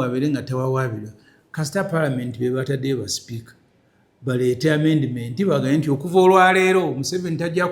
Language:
Ganda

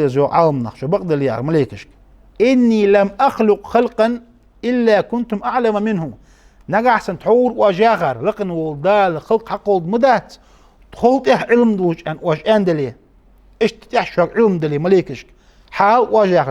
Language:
Ingush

